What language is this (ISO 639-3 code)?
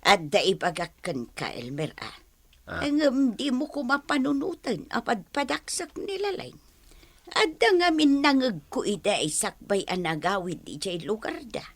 ilo